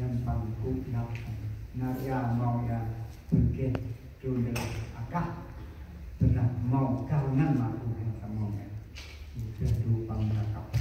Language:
Central Mnong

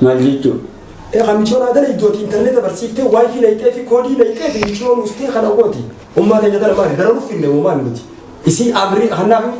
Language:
Oromo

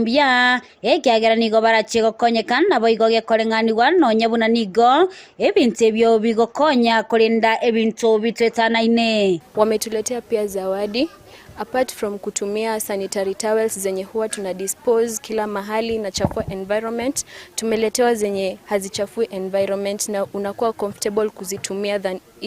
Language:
Gusii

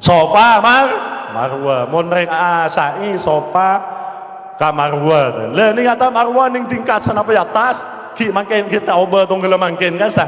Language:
Madurese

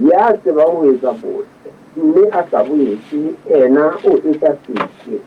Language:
Southern Sotho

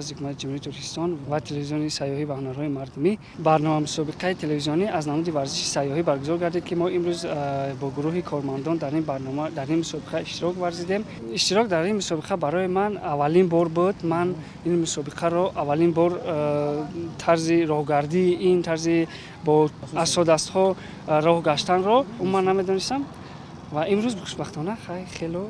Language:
Tajik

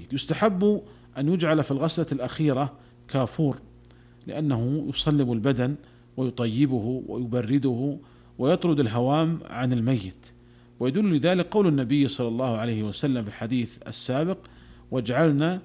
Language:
Arabic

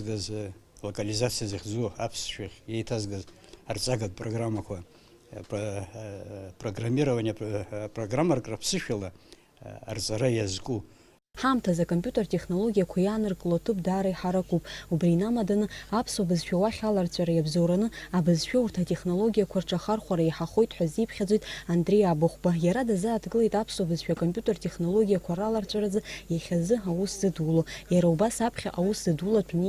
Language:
Abkhazian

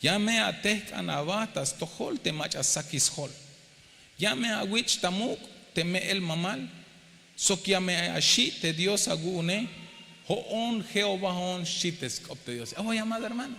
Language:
Tzeltal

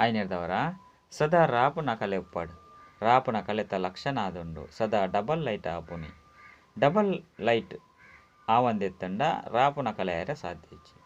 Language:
Tulu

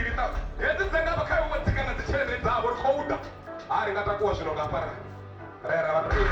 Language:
Venda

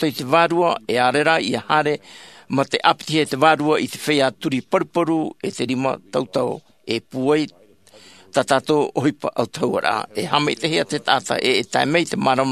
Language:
Tahitian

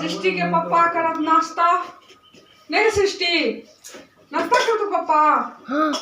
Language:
Maithili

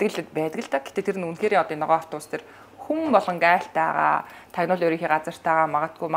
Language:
Mongolian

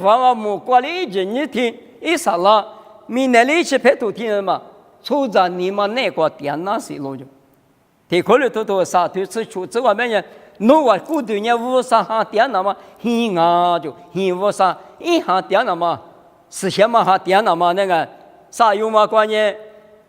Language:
Lisu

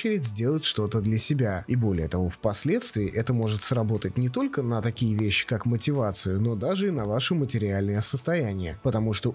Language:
Russian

